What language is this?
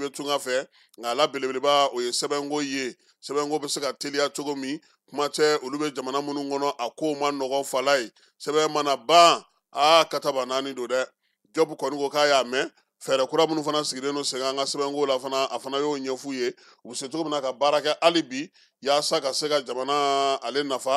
Bambara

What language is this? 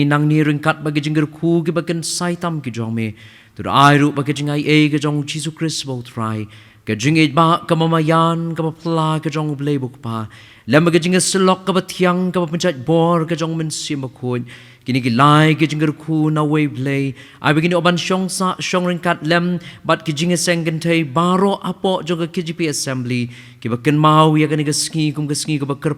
Khasi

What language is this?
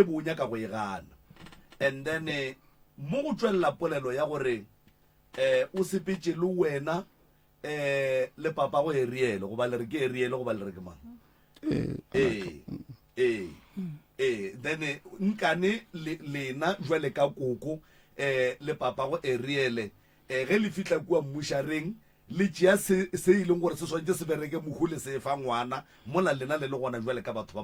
Northern Sotho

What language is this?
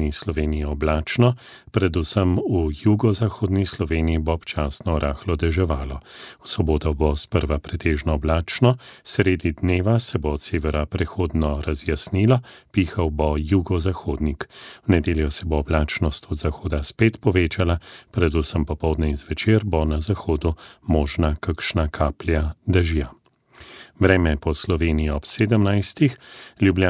Slovenian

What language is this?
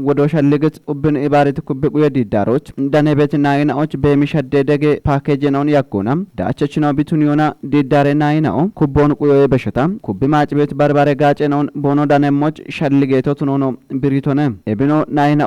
Kafa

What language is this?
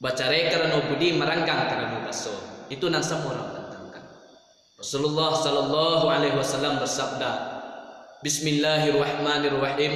Minangkabau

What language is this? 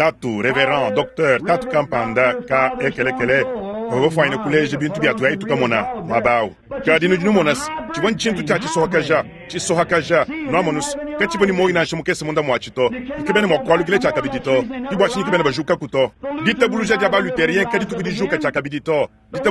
Luba-Lulua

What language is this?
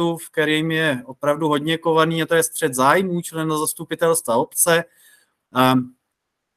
Czech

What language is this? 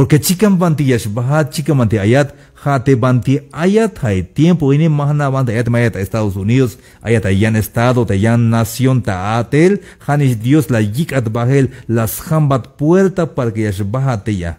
Tzeltal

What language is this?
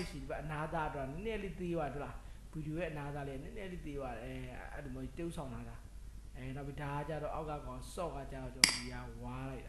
Burmese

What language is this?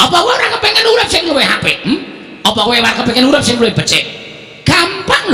Javanese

